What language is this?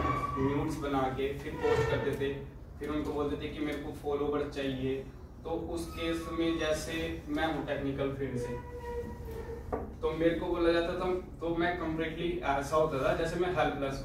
Hindi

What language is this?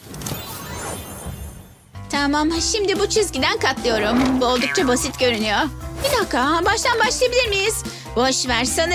Turkish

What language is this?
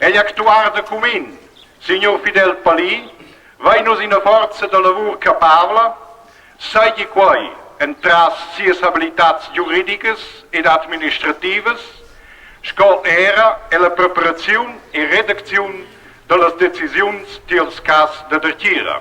Romansh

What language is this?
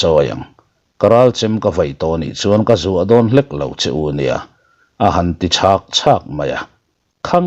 Mizo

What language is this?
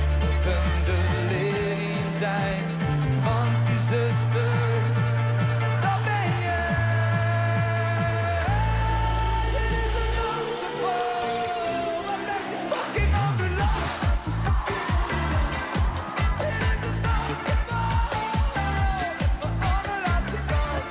Dutch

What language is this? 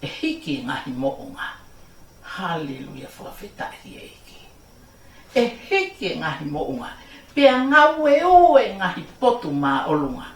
Tongan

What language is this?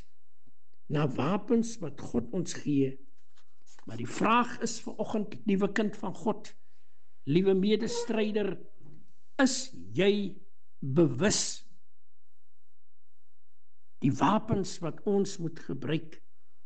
Afrikaans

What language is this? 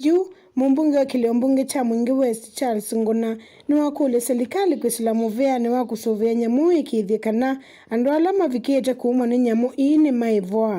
Kamba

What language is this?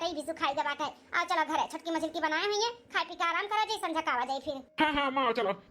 Awadhi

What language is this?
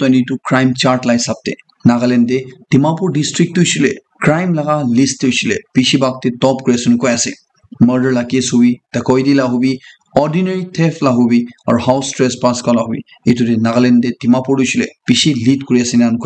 Naga Pidgin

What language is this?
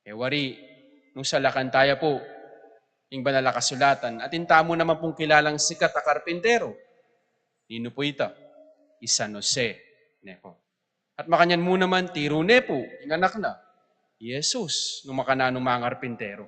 Pampanga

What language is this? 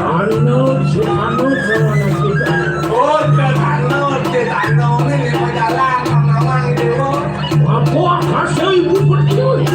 Balinese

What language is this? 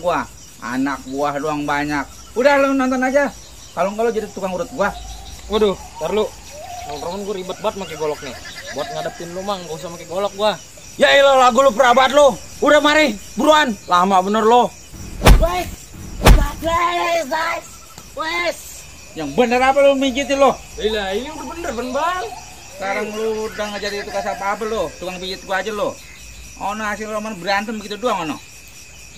Betawi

